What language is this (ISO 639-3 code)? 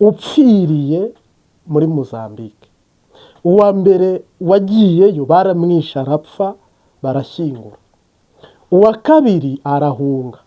kin